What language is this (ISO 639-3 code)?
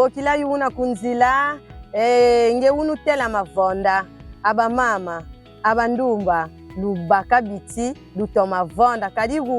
kon